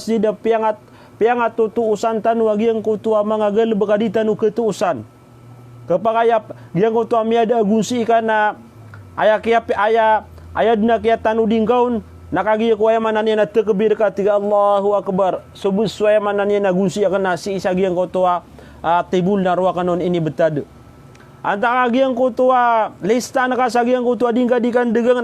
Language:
Maranao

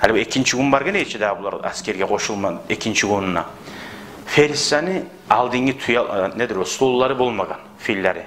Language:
Kumyk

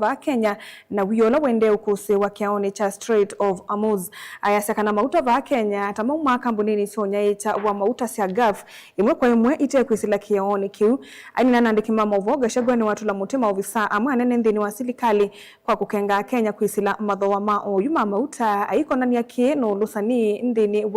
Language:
Kamba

